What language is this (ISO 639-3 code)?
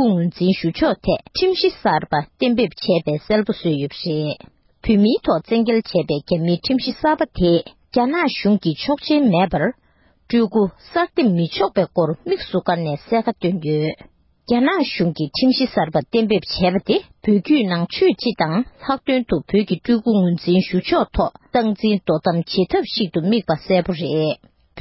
bod